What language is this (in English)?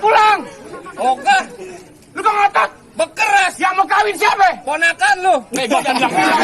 Betawi